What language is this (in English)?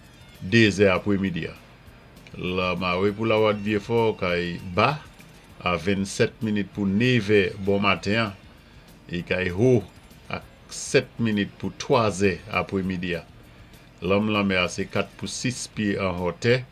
Saint Lucian Creole French